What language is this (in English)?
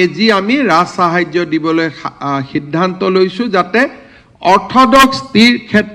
Assamese